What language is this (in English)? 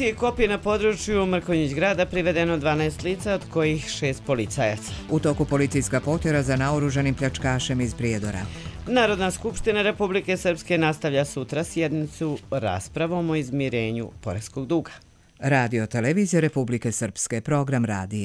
Croatian